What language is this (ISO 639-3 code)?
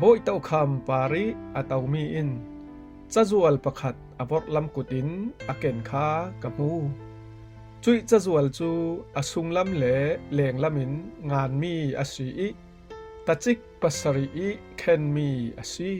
cfm